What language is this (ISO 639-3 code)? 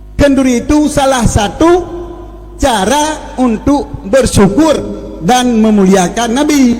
ace